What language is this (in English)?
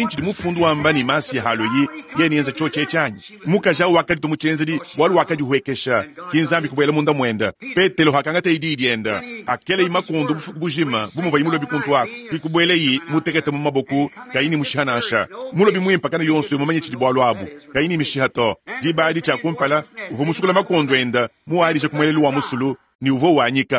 Luba-Lulua